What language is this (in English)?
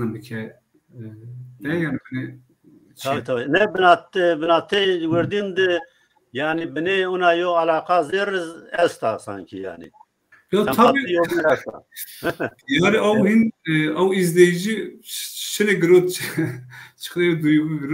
Zaza